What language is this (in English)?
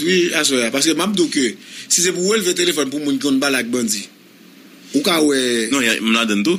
Haitian Creole